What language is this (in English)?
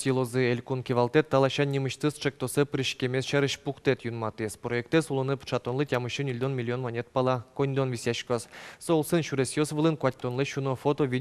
Udmurt